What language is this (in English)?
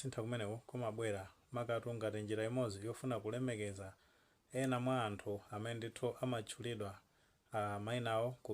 Nyanja